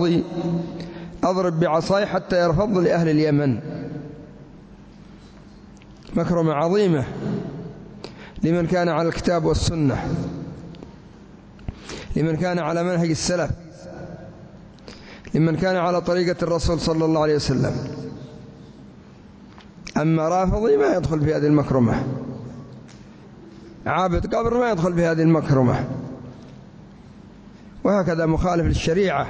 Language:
Arabic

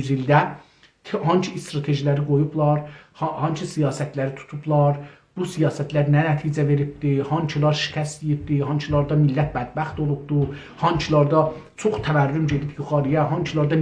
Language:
South Azerbaijani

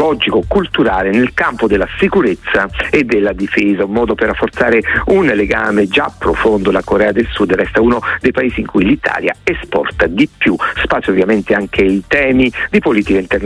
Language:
Italian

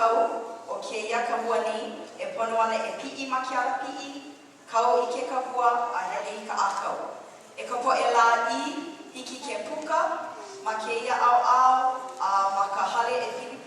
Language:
Hawaiian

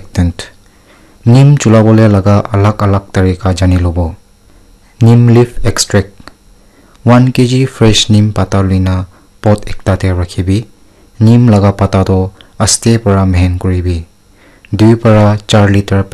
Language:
Naga Pidgin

